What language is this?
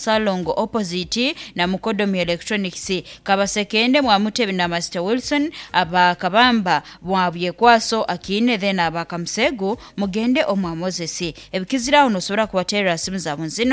Nyankole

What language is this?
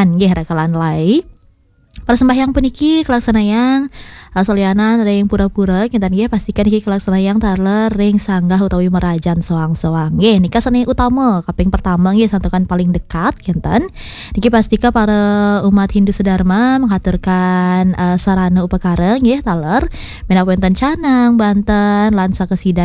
Balinese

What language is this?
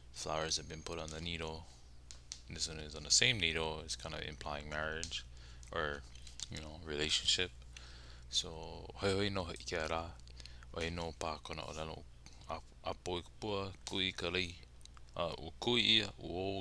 Hawaiian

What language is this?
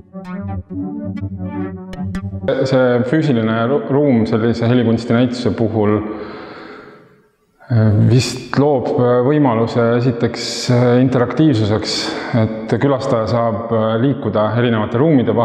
Estonian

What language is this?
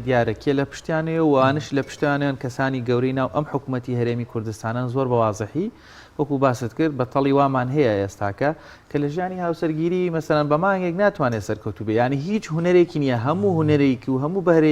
Central Kurdish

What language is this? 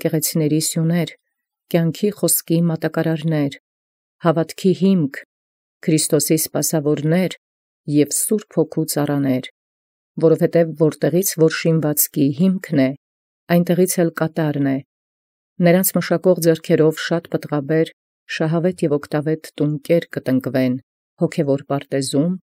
Armenian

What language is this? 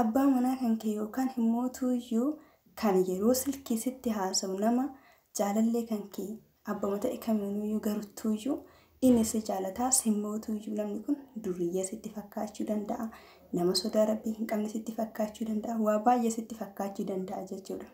Oromo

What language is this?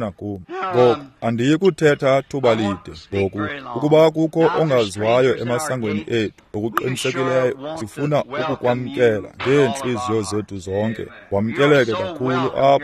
Xhosa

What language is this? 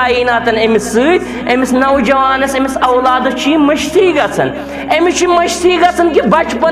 Kashmiri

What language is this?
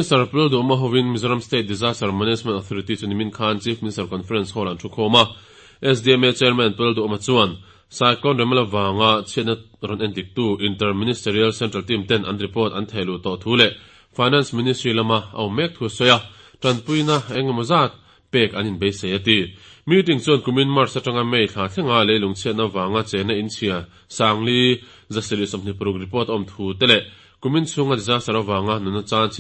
Mizo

